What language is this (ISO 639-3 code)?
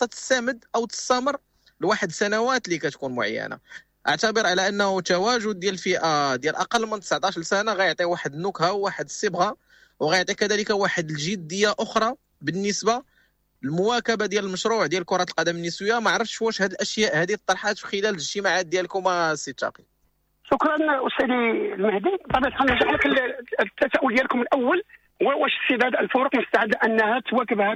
ary